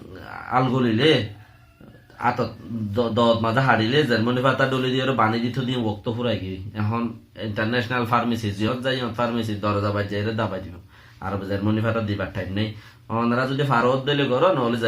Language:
Rohingya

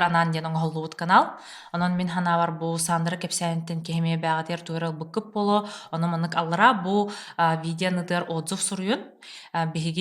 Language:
Yakut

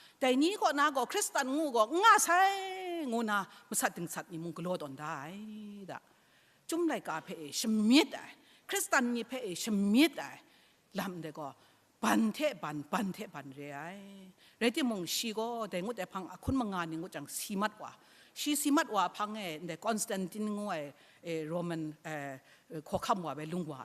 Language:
Kachin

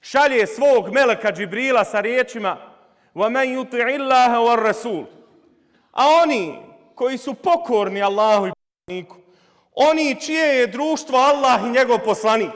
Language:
Bosnian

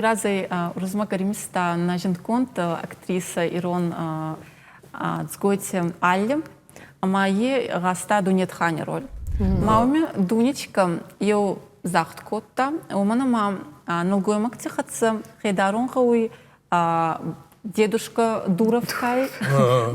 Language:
Ossetic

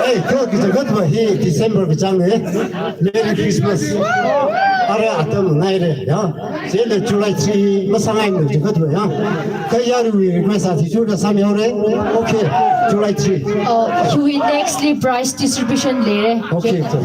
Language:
Tangkhul Naga (India)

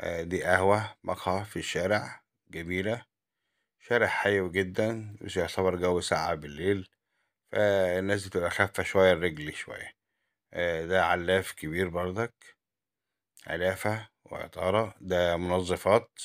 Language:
Egyptian Arabic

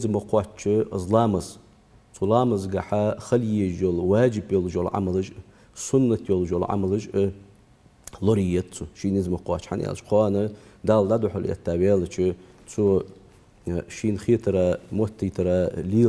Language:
Ingush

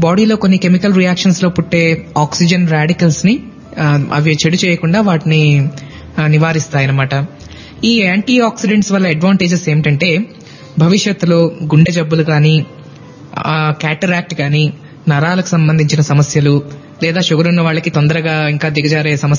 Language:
Telugu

